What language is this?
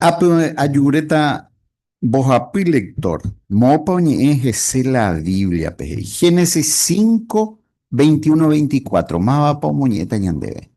Guarani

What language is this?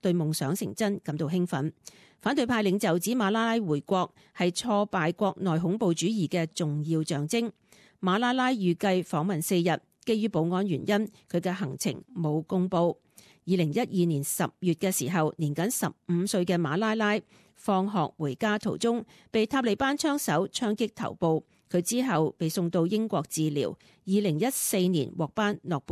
Cantonese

